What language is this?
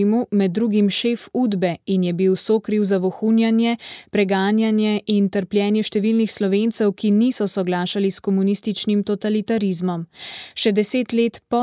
Slovenian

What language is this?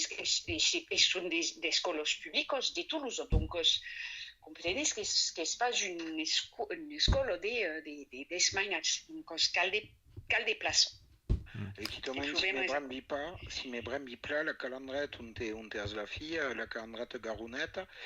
Occitan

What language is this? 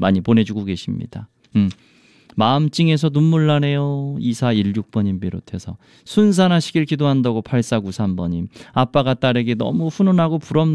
Korean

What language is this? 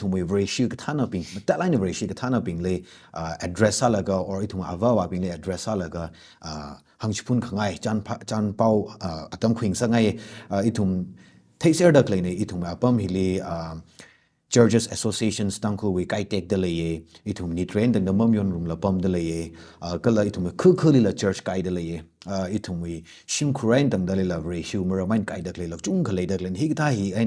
Tangkhul Naga (India)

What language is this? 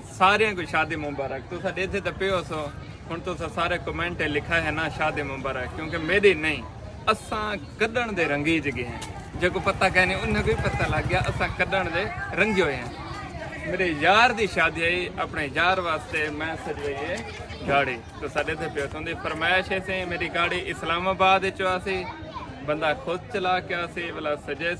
Saraiki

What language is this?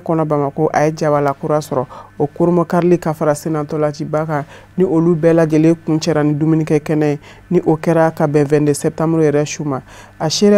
Bambara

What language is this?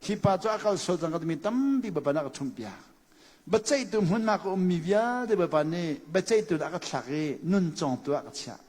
Hakha Chin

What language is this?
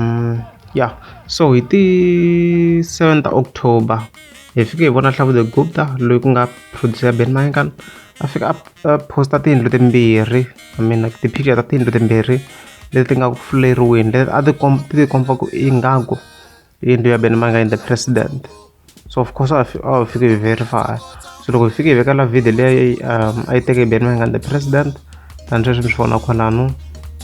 Tsonga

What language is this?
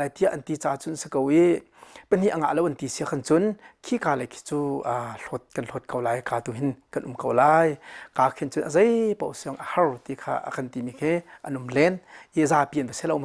Hakha Chin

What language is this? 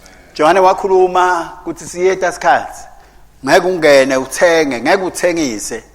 Swati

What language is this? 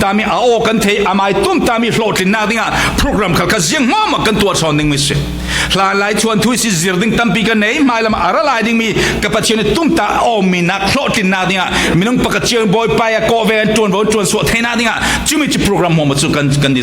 Falam Chin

